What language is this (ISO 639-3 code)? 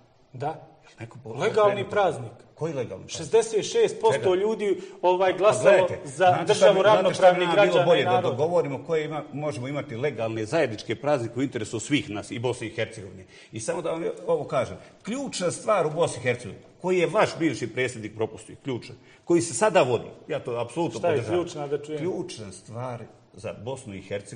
bos